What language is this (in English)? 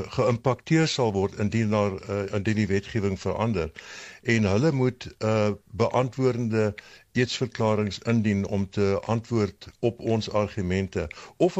Afrikaans